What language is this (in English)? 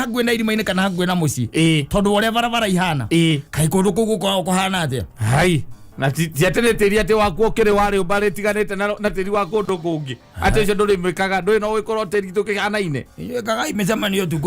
Kikuyu